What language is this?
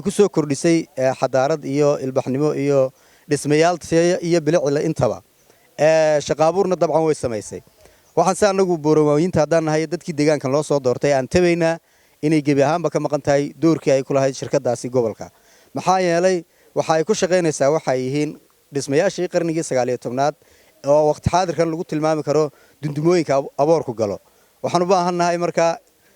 Somali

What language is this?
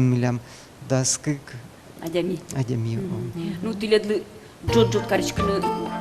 Udmurt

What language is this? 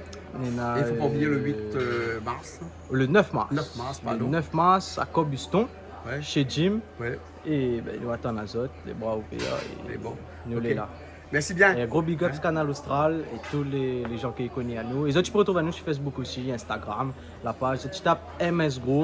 Réunion Creole French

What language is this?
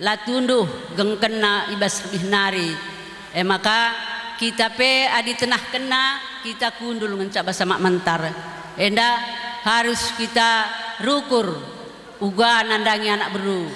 Batak Karo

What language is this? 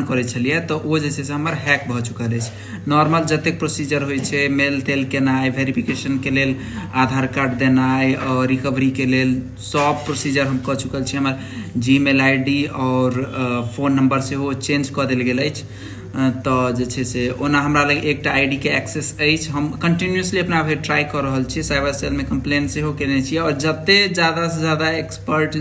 Maithili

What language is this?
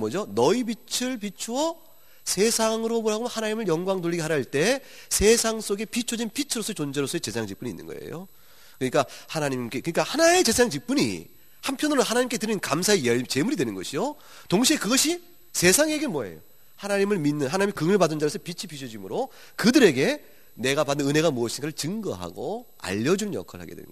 Korean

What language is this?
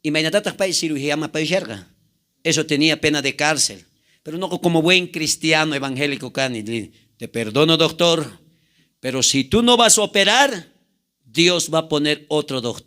South Bolivian Quechua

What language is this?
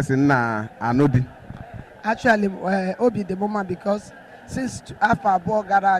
Igbo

